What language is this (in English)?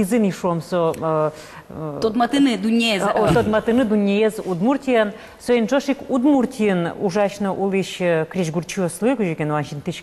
Udmurt